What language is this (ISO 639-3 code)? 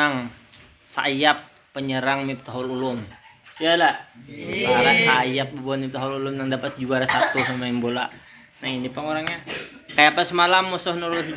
bjn